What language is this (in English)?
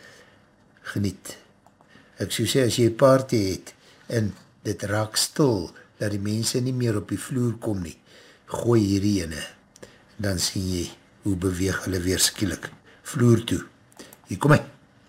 Afrikaans